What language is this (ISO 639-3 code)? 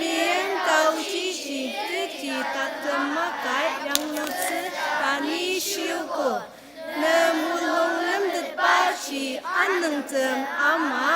njo